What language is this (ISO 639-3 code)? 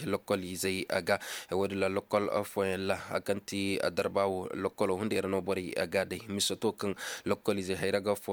ses